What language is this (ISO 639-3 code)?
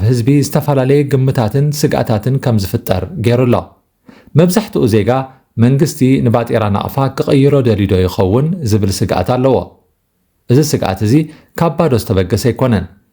tir